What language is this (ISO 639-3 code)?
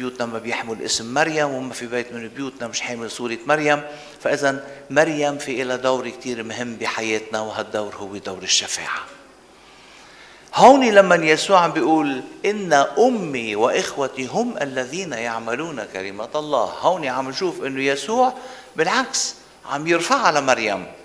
apc